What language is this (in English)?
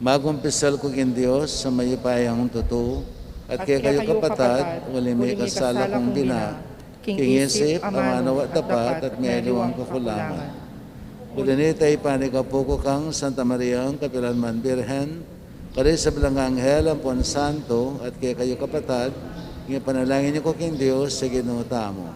Pampanga